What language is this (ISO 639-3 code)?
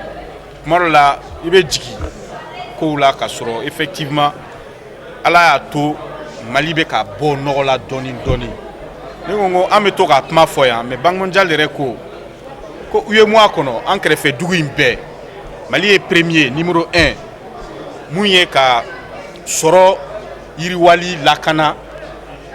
bam